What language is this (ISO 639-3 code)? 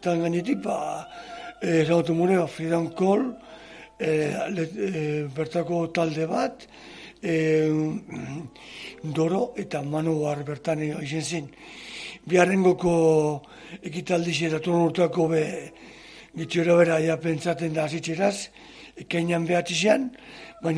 eus